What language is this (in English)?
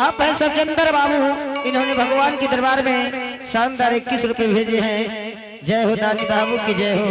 Angika